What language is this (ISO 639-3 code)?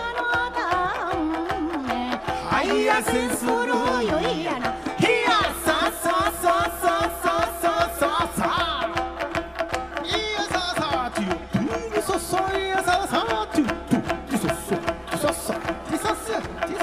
jpn